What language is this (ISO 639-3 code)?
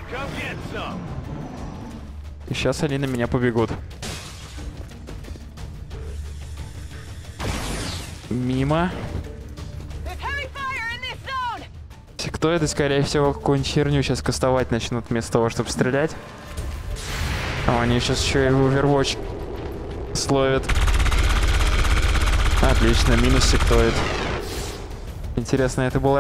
rus